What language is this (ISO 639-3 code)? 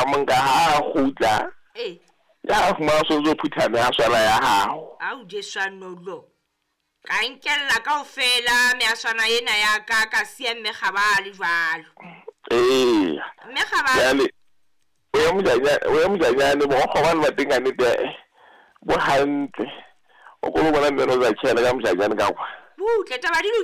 sot